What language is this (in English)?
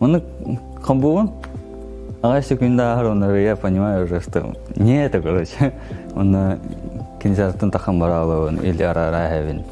Yakut